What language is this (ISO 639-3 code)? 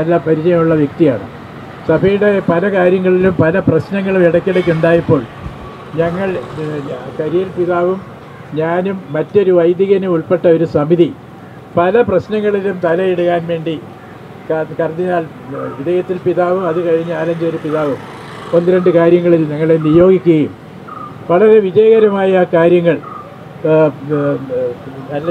mal